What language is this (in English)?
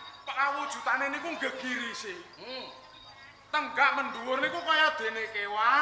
Javanese